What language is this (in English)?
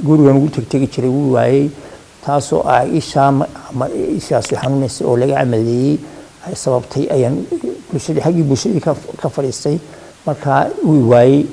Somali